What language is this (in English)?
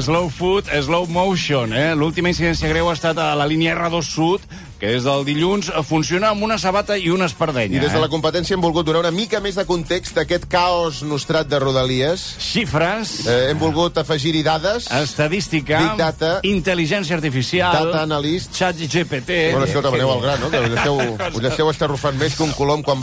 Catalan